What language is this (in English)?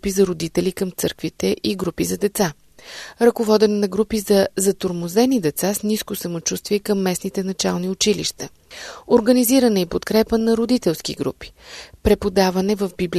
Bulgarian